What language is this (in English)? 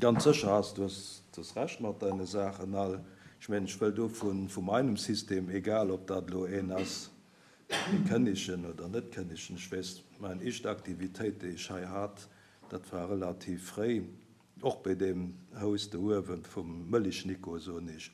Luxembourgish